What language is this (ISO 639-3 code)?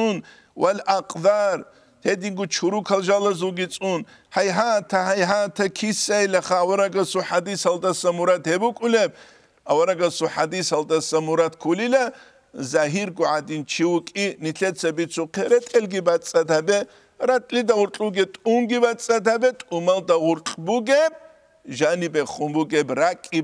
ava